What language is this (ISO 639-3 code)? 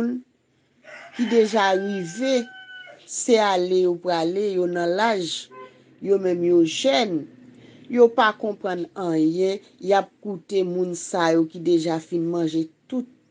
hat